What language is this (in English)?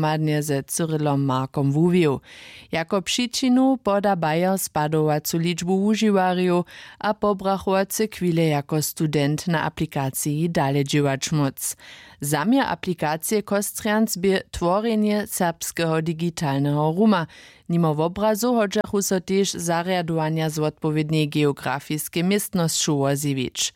Upper Sorbian